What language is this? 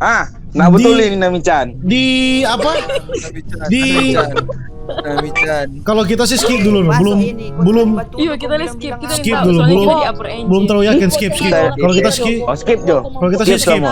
Manado Malay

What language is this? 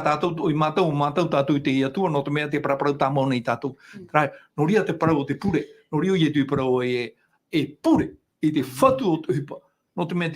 Tahitian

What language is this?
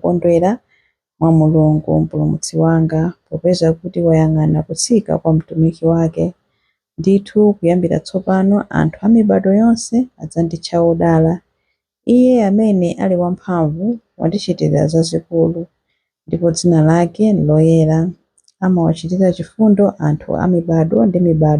Nyanja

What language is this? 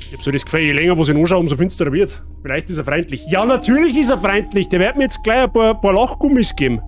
Bavarian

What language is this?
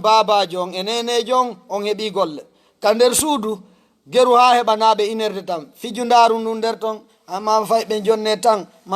Fula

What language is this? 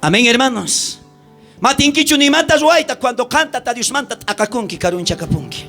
South Bolivian Quechua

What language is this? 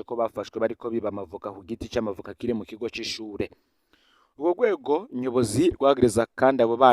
Rundi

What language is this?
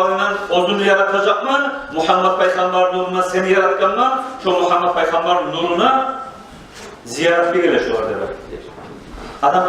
Kumyk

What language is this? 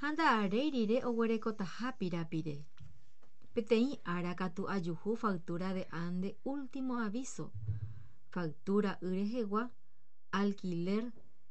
Guarani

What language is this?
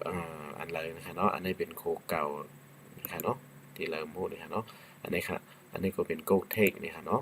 Shan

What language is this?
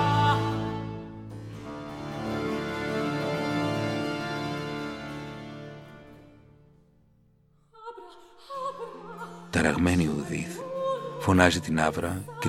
Greek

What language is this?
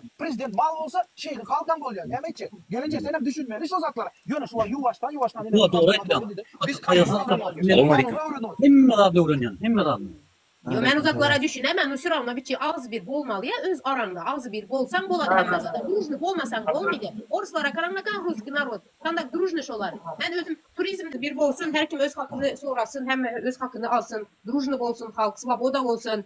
Turkmen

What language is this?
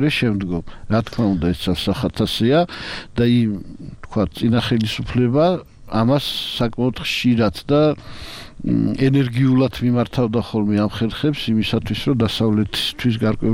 Georgian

